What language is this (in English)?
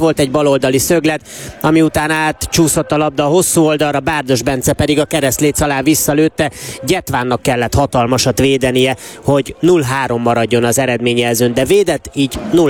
Hungarian